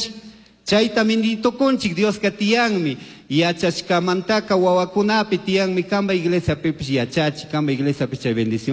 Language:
Chimborazo Highland Quichua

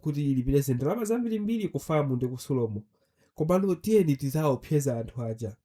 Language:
Nyanja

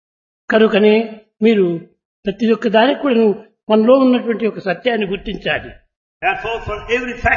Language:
Telugu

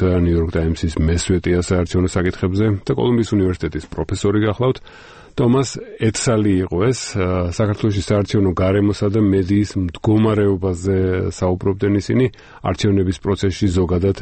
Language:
Georgian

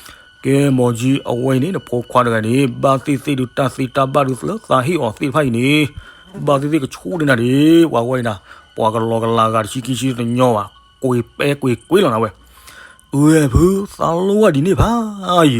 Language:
S'gaw Karen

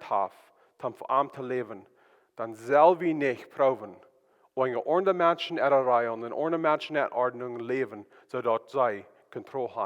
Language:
Plautdietsch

